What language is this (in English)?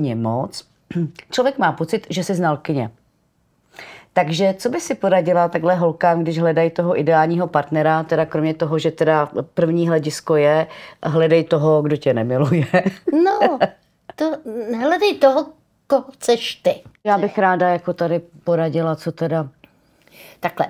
Czech